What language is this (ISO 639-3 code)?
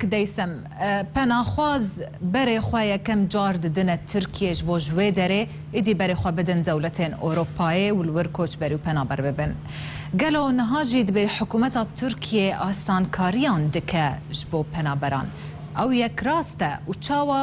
kur